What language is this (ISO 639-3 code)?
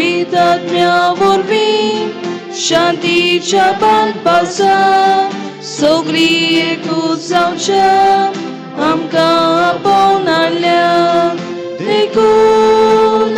kok